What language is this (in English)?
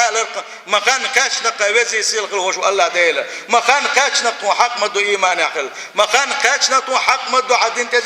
Chechen